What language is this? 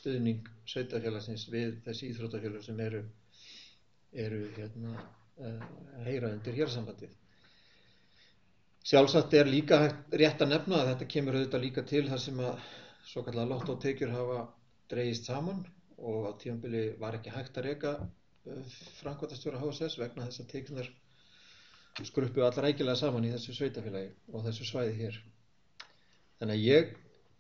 Icelandic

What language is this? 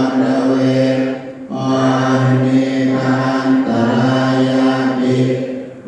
Pali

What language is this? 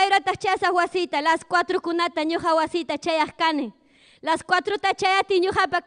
Ayacucho Quechua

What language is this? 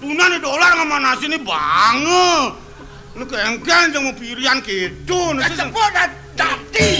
Balinese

